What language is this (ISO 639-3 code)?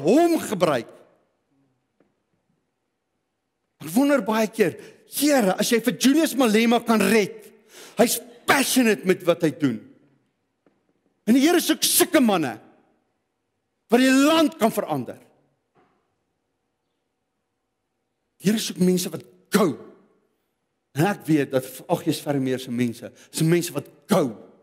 afr